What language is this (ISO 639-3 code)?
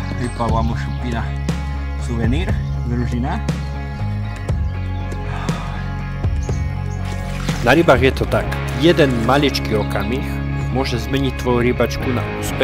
slk